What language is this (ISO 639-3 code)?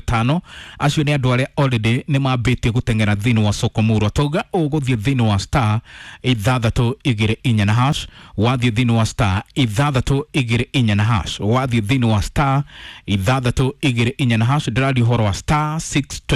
kik